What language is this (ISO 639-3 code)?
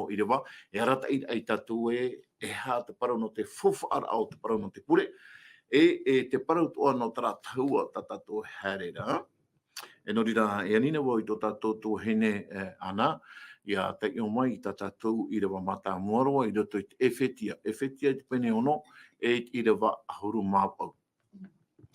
tah